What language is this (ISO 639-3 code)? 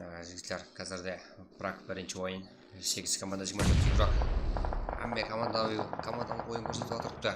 kaa